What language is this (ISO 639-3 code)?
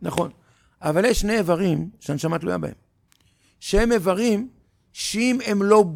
heb